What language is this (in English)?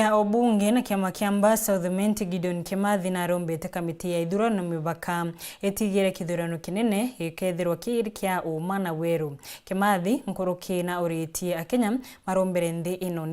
Meru